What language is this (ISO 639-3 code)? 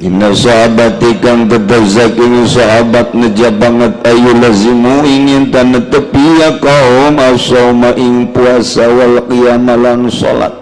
sun